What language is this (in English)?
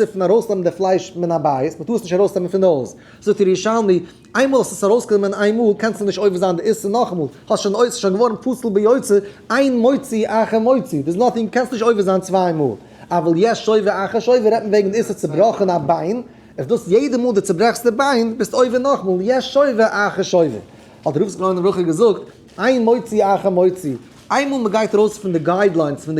Yiddish